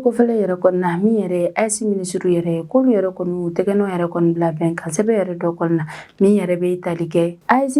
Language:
Bambara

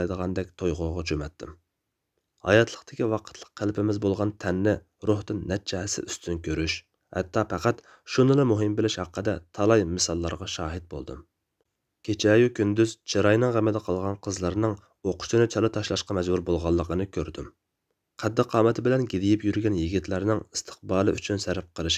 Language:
Uyghur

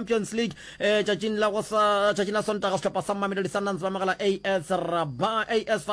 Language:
Northern Sotho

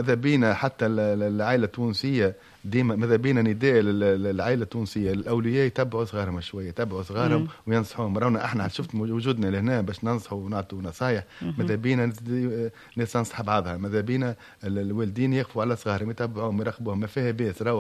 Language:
Tunisian Arabic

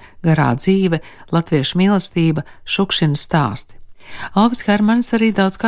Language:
Latvian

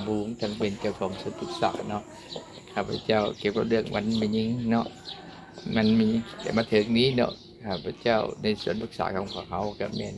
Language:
Lao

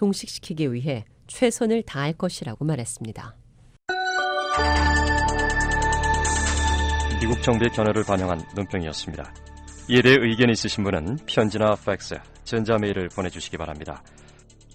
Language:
Korean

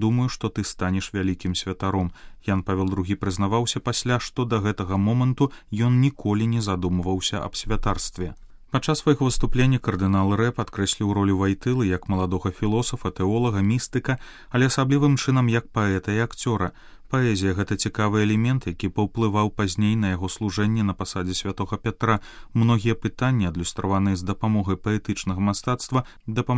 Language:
Belarusian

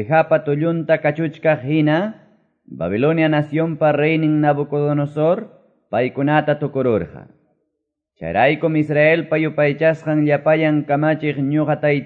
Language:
Quechua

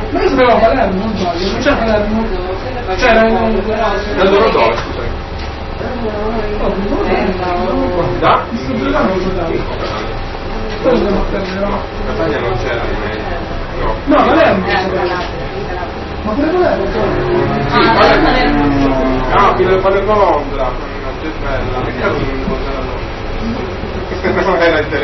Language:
Italian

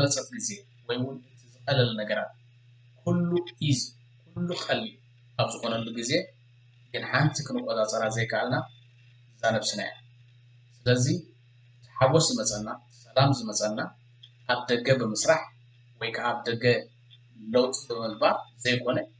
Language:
Tigrinya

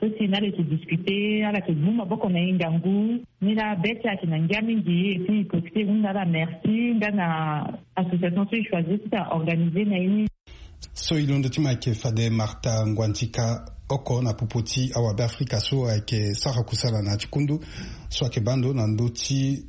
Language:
Sango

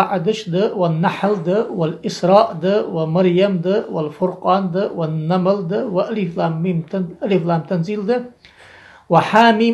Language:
Ingush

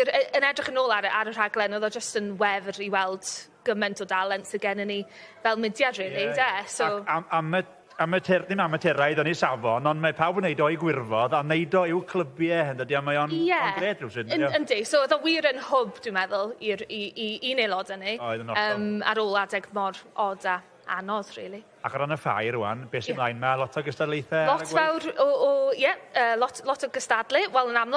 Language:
Welsh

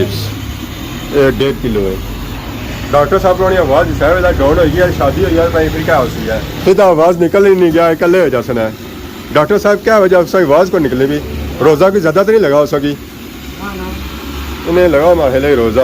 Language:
Pahari-Potwari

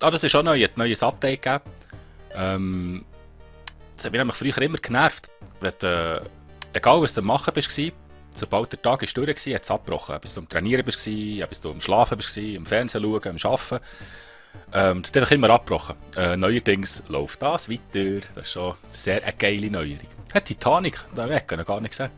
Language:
Swiss German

